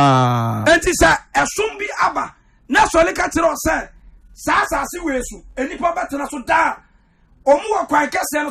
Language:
Akan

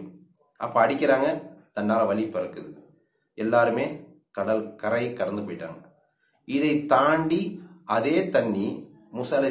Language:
Tamil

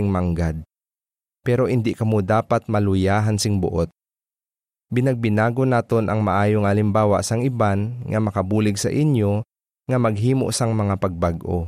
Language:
Hiligaynon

